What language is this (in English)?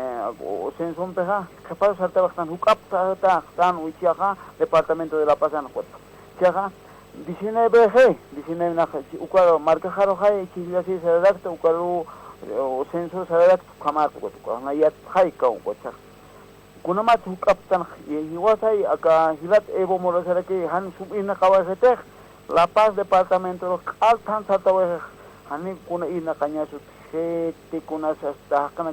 Aymara